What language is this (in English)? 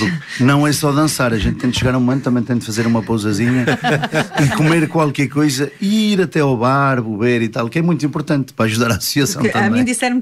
Portuguese